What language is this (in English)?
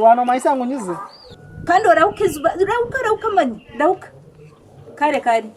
Nyankole